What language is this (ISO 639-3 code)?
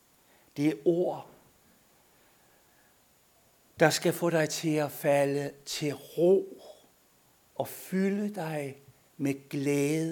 dan